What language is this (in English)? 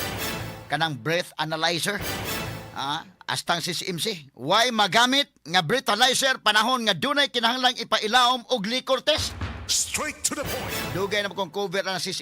Cebuano